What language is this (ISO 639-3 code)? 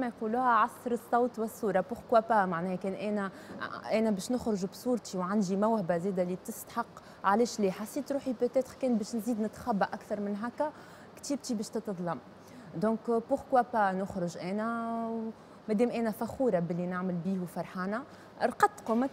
aeb